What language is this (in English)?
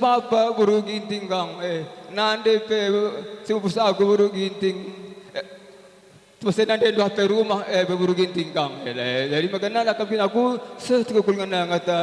Batak Karo